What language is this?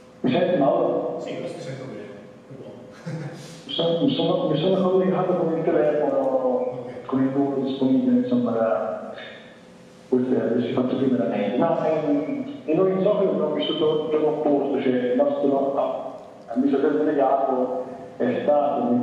Italian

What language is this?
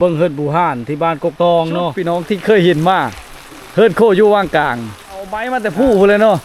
Lao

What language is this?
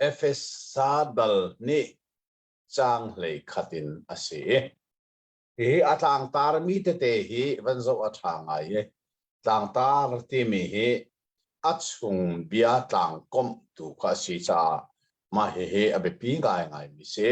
Hakha Chin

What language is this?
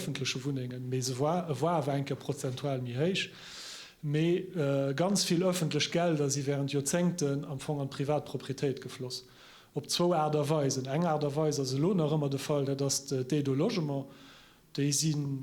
Luxembourgish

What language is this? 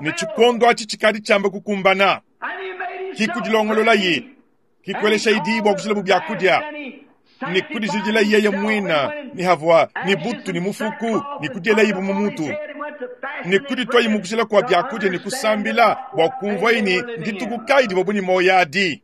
Luba-Lulua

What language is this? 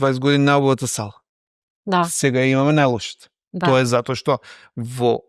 Macedonian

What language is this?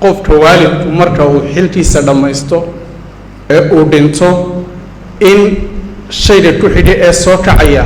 Somali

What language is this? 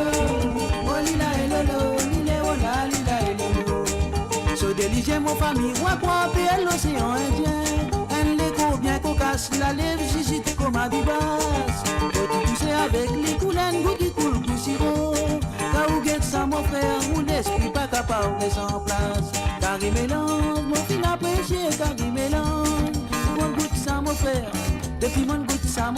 Morisyen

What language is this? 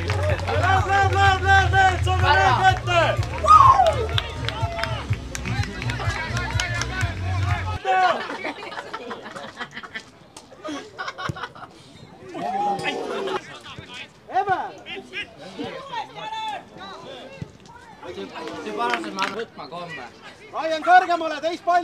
Estonian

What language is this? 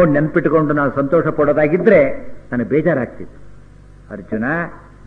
Kannada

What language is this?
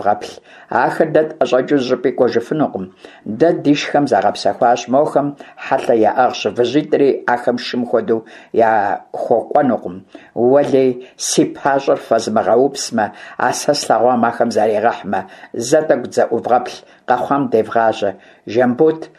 Kabardian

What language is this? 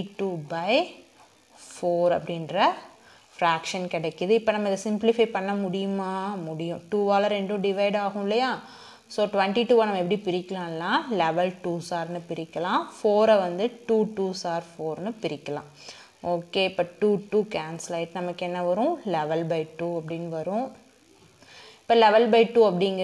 Tamil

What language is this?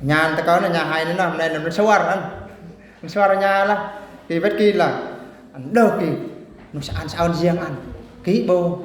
Eastern Bru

